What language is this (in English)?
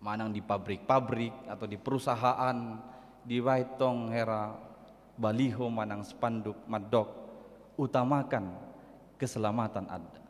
Batak Toba